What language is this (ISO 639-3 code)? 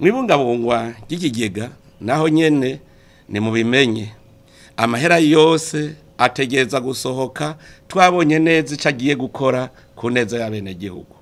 run